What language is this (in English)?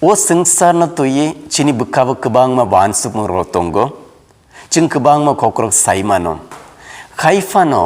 Kok Borok